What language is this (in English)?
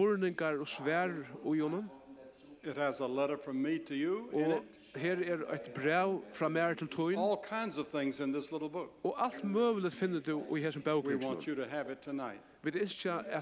Faroese